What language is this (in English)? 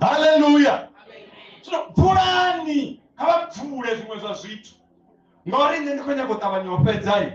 Venda